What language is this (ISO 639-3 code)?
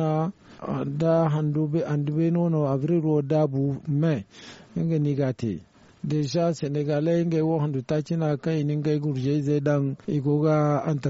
dje